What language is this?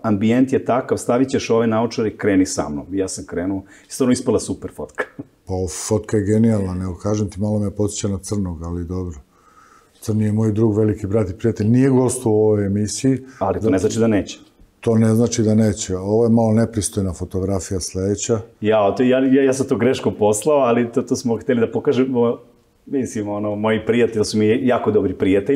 Serbian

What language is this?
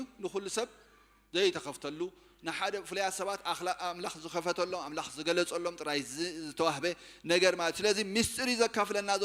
Tigrinya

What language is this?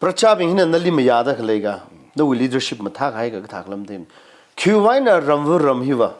Tangkhul Naga (India)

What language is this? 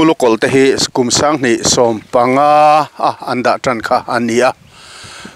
Mizo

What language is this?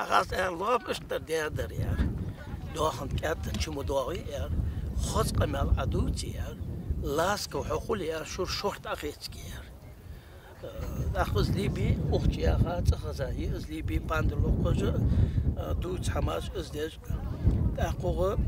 Ingush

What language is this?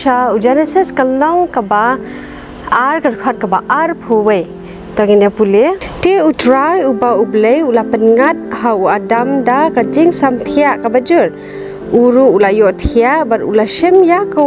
Khasi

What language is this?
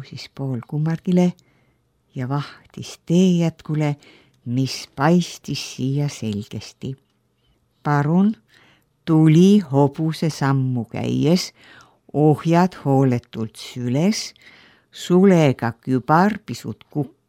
Estonian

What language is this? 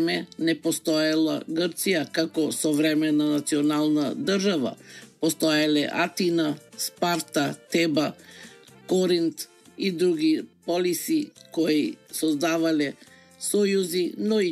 Macedonian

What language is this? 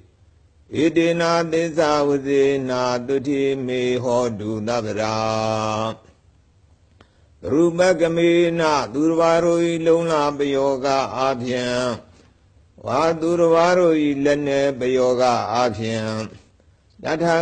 Burmese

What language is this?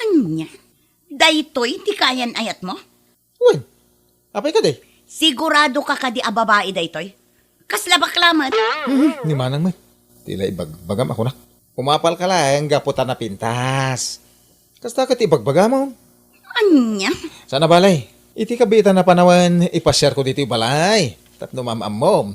Iloko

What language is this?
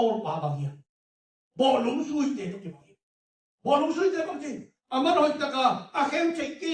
Tedim Chin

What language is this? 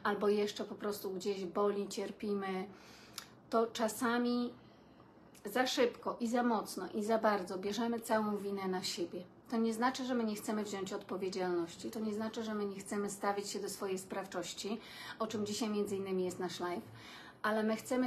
Polish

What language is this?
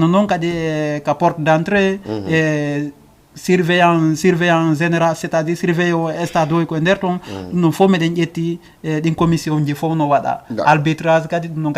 Fula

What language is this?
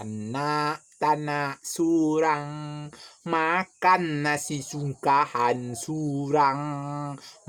Minangkabau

